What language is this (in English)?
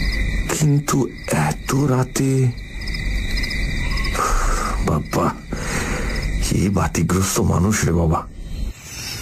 Bangla